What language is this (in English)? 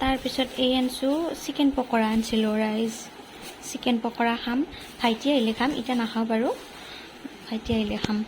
Assamese